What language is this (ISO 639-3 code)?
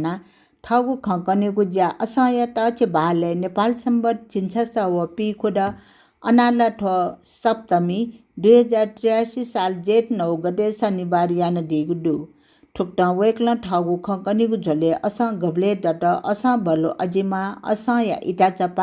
new